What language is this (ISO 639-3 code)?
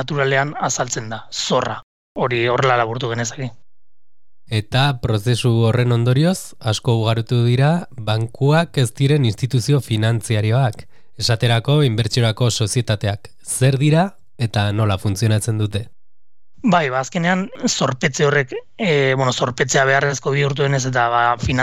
eus